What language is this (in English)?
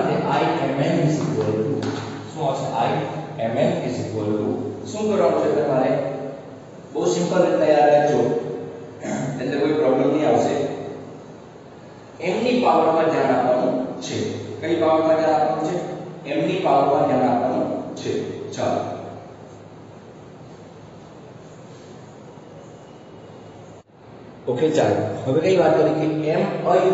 Gujarati